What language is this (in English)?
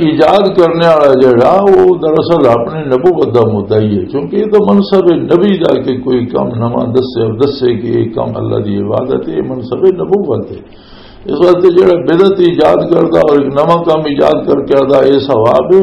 Western Panjabi